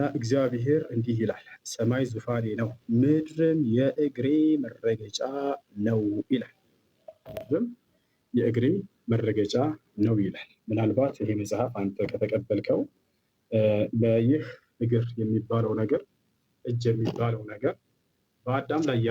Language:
Amharic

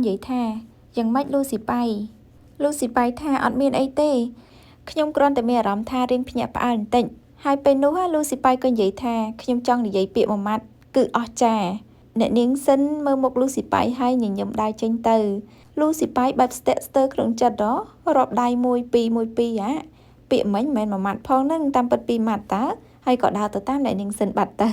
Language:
Khmer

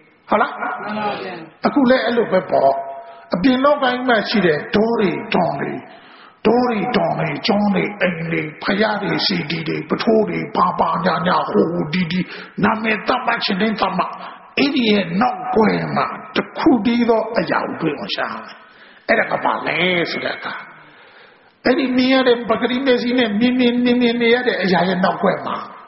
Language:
Burmese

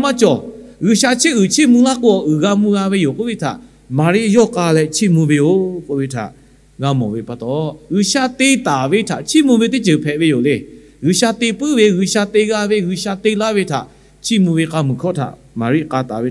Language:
Lahu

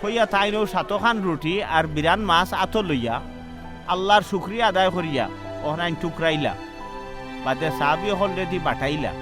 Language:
Sylheti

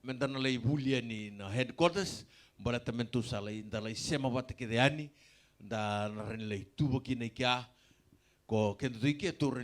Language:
Fijian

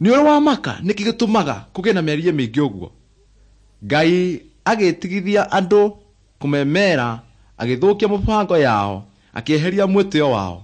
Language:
Kikuyu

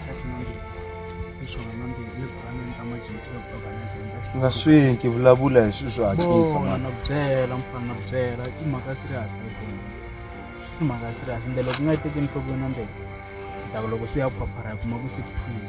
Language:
Tsonga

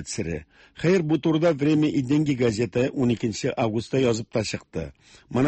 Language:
Tatar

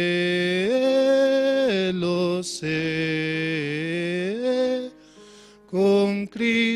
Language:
Aymara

